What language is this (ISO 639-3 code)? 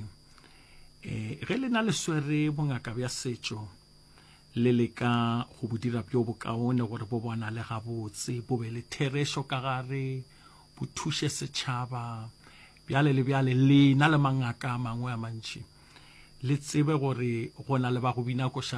nso